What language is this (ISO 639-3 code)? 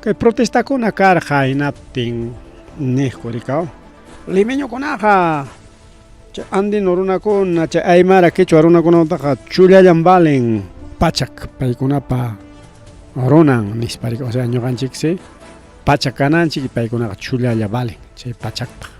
quy